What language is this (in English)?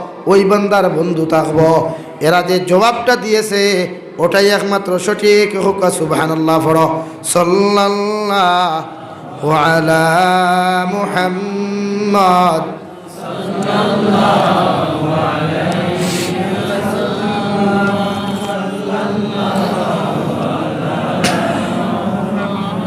Sylheti